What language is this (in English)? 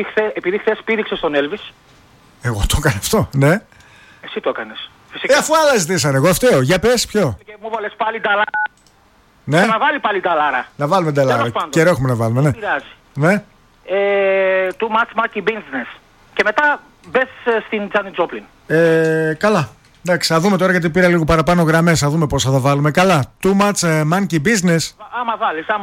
Greek